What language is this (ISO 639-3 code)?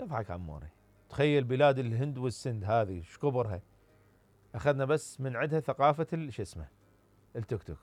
acm